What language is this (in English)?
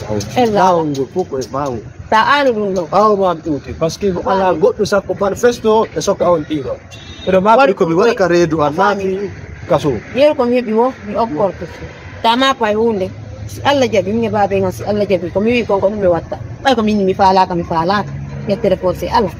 Fula